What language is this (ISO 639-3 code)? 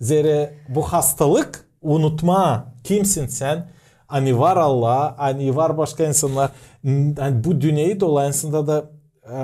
gag